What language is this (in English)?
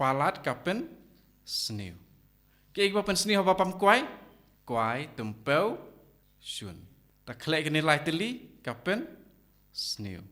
Khasi